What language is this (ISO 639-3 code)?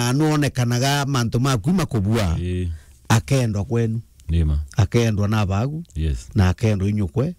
mer